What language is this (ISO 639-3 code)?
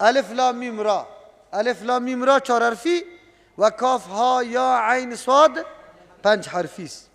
fas